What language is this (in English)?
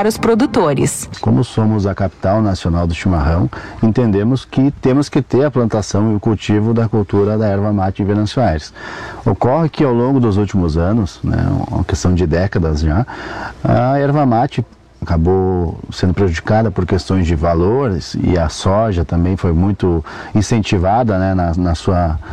Portuguese